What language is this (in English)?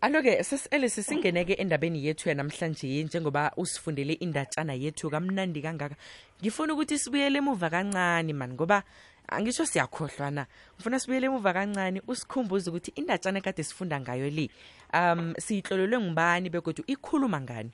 South Ndebele